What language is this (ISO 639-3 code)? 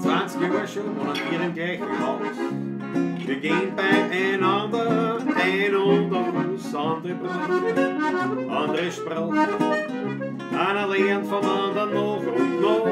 bar